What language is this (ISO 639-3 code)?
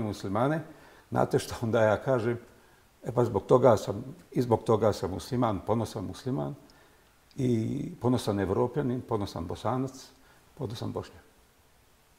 bos